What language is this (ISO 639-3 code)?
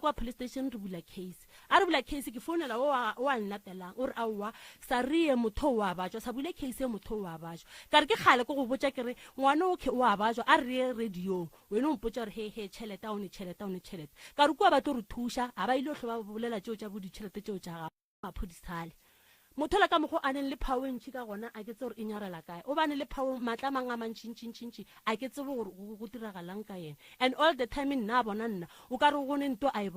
nso